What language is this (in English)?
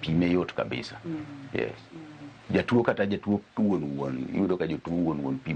Luo (Kenya and Tanzania)